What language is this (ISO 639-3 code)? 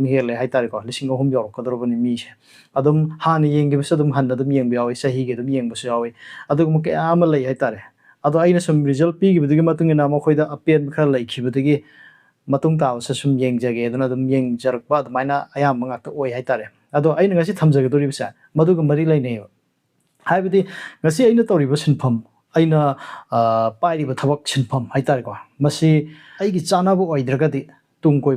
mni